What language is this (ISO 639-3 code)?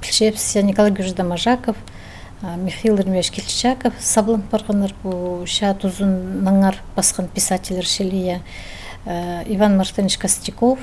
kjh